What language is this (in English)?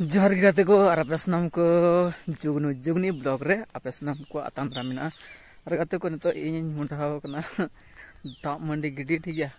Santali